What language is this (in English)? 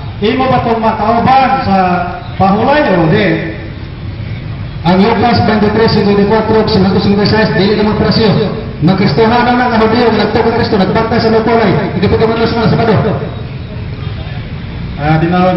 Cebuano